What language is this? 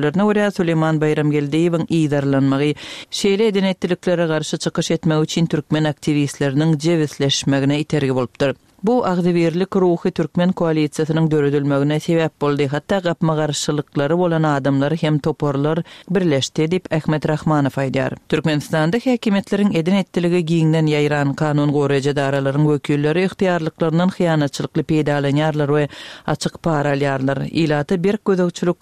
Turkmen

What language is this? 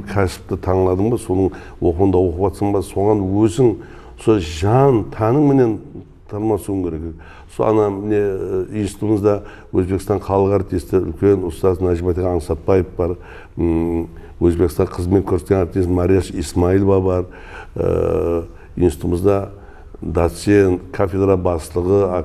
Kara-Kalpak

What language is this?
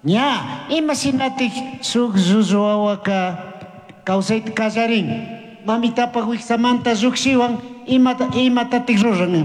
Chimborazo Highland Quichua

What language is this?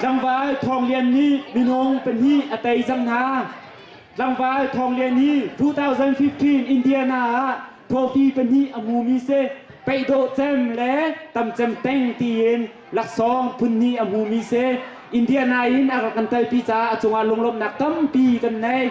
Hakha Chin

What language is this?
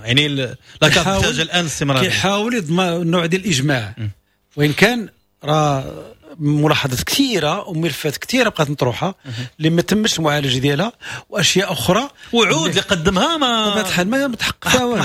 Moroccan Arabic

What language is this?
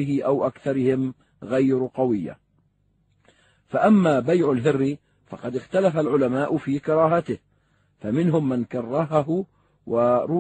Arabic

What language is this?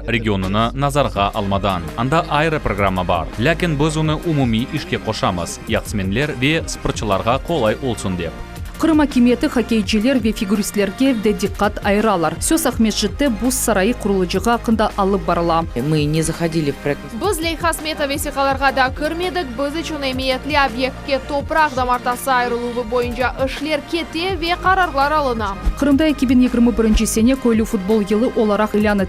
Crimean Tatar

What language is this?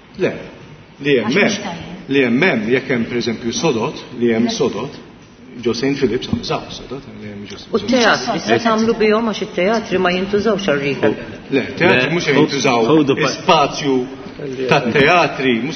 Maltese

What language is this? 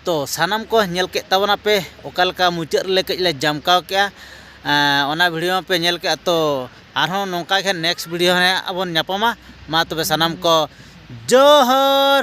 Santali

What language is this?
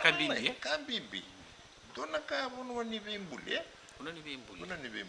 Fijian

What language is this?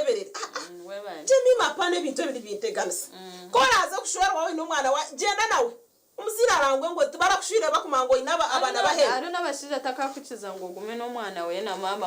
Nyankole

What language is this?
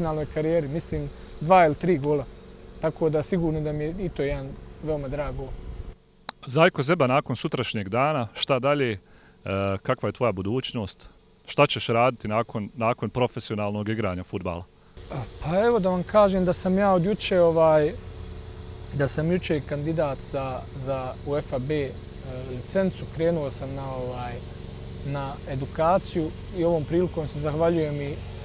Bosnian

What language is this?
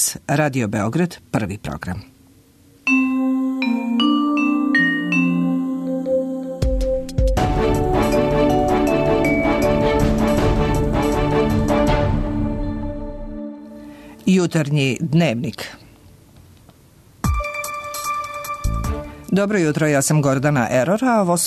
Serbian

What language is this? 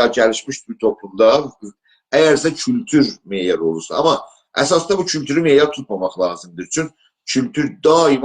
South Azerbaijani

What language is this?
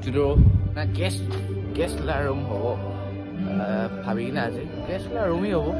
Naga Pidgin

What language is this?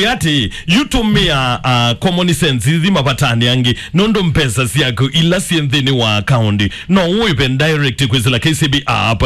Kamba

